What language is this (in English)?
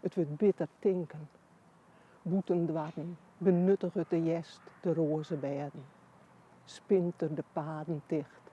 Western Frisian